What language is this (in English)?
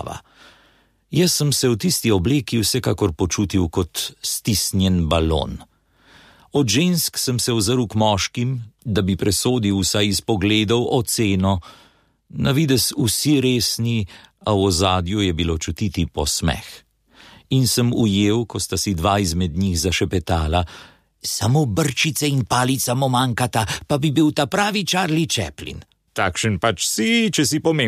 Slovenian